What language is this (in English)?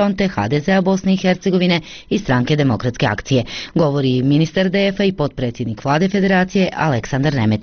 Bosnian